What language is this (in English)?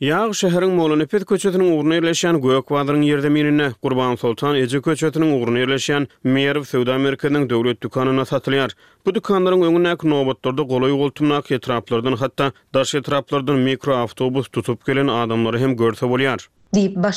Turkmen